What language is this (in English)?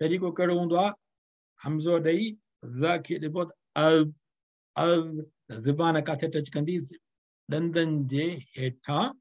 Sindhi